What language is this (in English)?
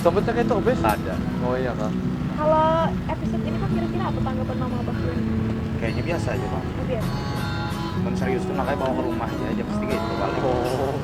Banjar